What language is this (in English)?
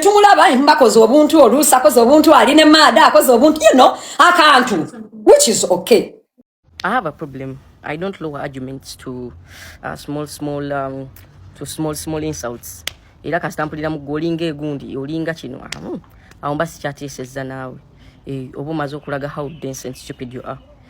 Ganda